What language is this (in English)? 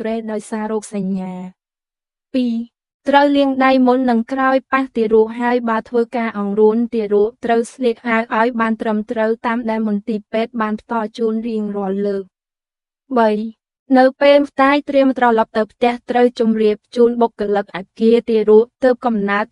Khmer